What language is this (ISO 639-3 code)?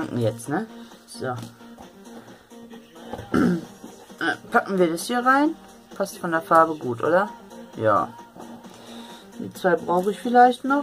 deu